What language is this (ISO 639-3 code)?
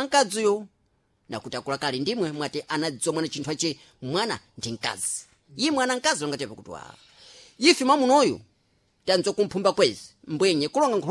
seh